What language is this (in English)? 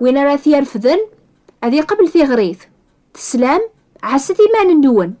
Kabyle